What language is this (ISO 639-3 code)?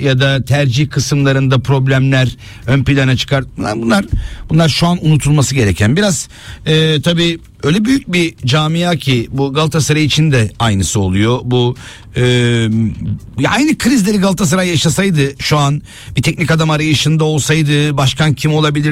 tur